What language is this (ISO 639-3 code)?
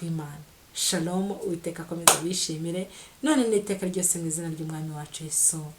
kin